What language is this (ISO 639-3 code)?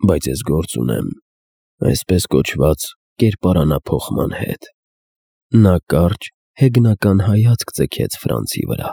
hye